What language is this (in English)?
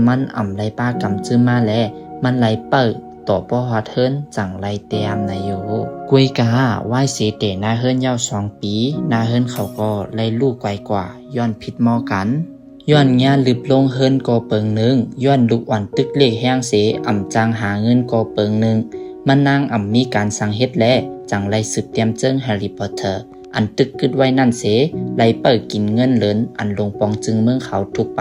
Shan